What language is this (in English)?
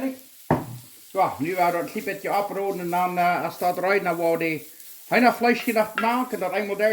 Plautdietsch